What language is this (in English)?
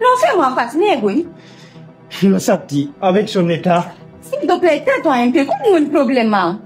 Pular